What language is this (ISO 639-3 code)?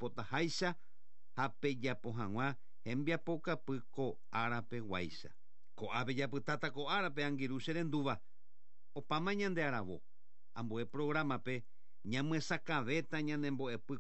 grn